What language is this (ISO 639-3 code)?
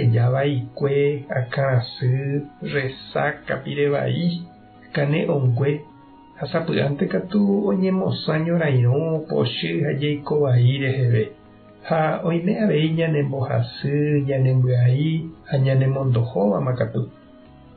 grn